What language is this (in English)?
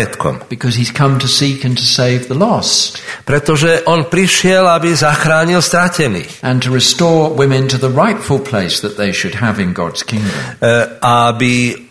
Slovak